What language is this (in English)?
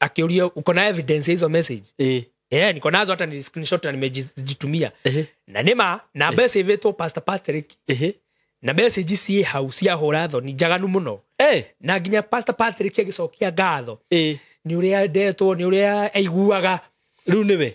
Kikuyu